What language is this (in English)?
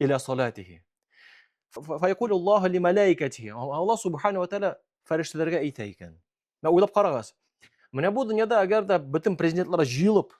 Tatar